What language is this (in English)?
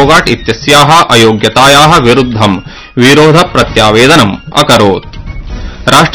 Sanskrit